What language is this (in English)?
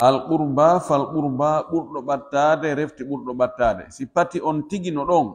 Pular